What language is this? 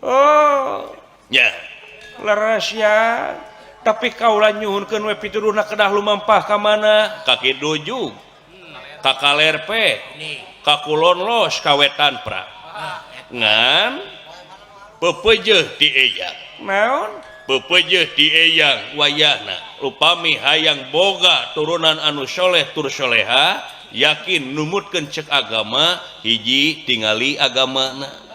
Sundanese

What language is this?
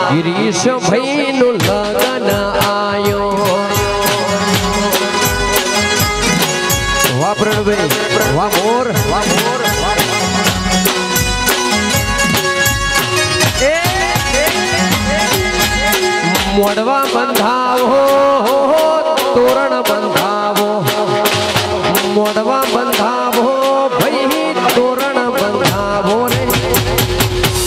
Gujarati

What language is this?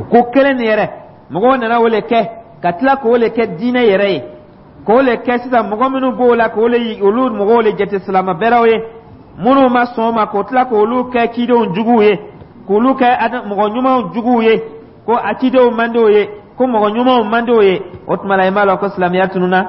Dyula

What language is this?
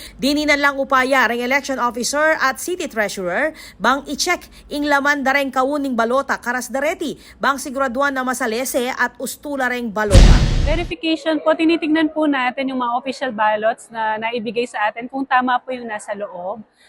Pampanga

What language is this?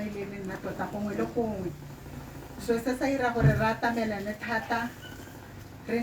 Tswana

